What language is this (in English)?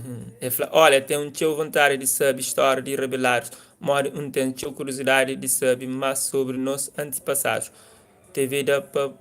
Kabuverdianu